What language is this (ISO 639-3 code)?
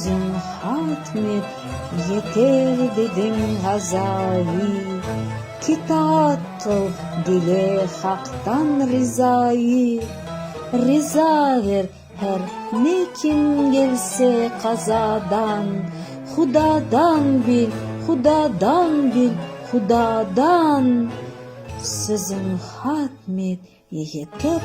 crh